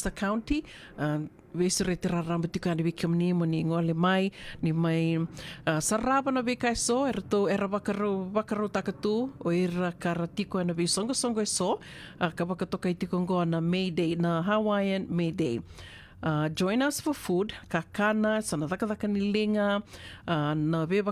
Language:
Fijian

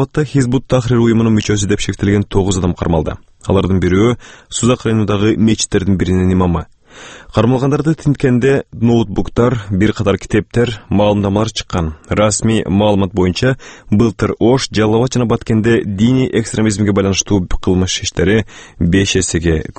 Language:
Kyrgyz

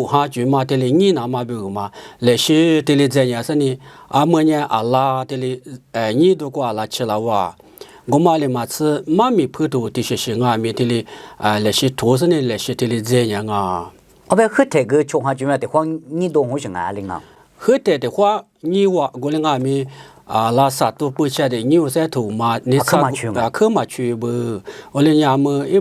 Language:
Lisu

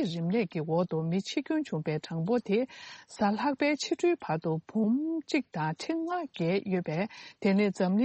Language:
Tibetan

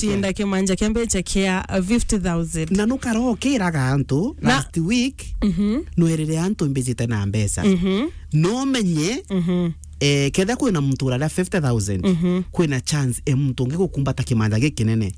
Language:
Meru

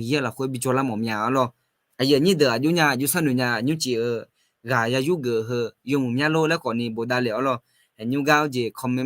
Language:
Akha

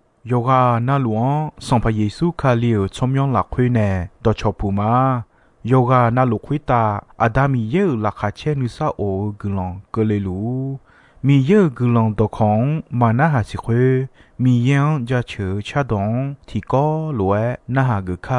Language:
Akha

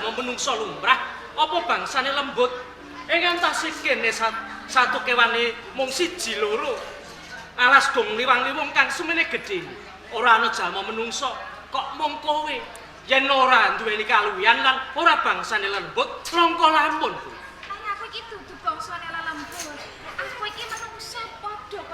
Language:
Javanese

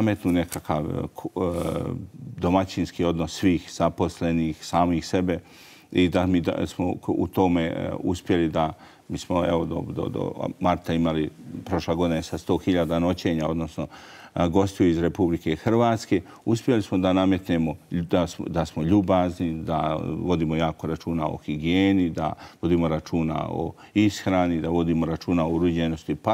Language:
Croatian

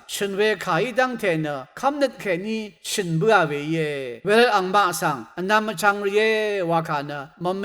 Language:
Rawang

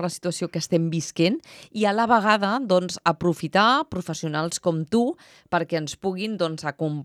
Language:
Catalan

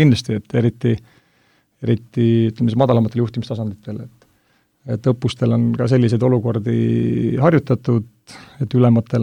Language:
Estonian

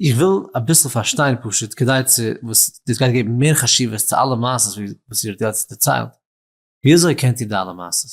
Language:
Yiddish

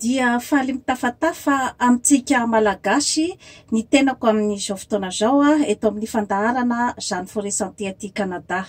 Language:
Malagasy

